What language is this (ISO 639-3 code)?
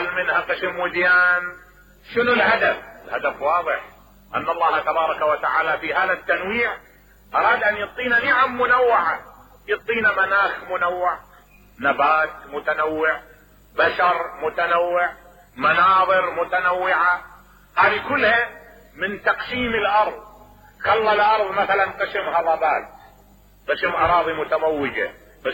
acm